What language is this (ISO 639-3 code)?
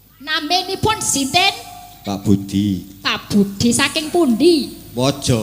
jav